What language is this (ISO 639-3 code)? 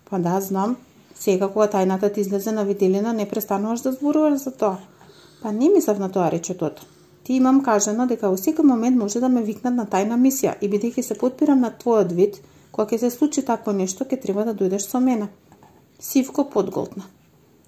mkd